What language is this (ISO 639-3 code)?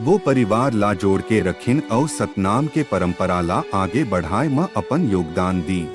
hne